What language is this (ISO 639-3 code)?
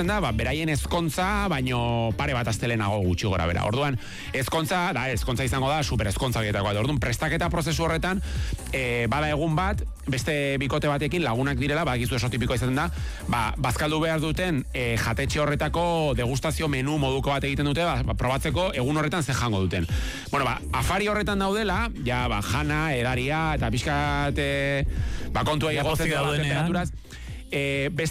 eus